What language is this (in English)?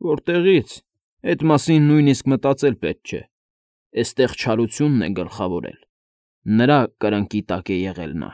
Armenian